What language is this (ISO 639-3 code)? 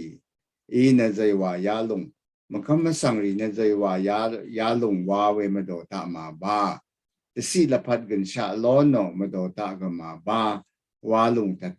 raw